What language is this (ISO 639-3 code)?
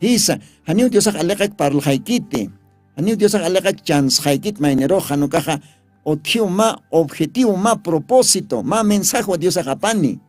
aym